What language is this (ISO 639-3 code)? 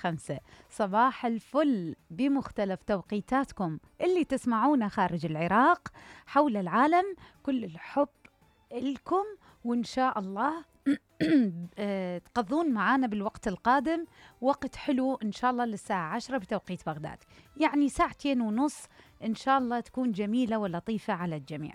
acm